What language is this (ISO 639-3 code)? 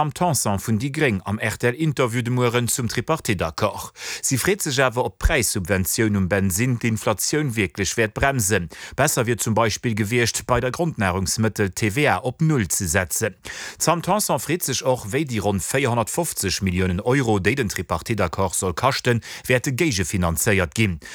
ltz